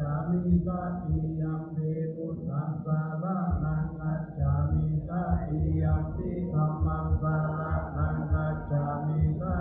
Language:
Pali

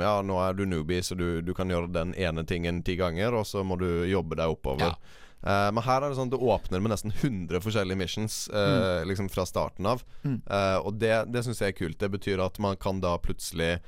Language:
Norwegian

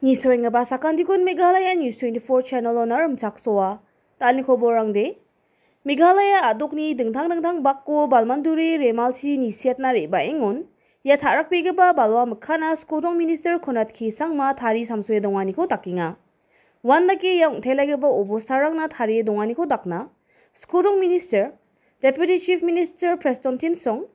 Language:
Garo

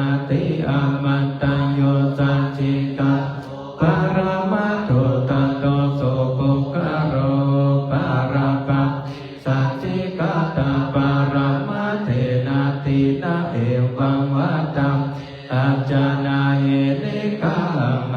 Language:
Pali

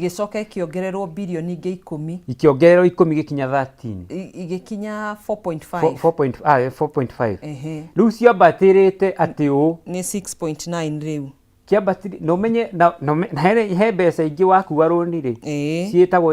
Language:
Kikuyu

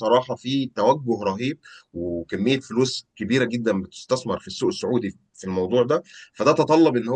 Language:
Egyptian Arabic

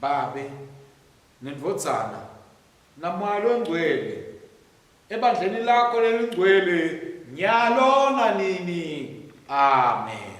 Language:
Swati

